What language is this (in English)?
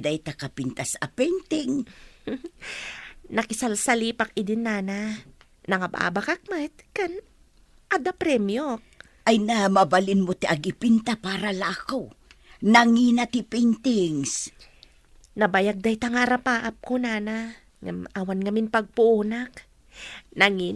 Iloko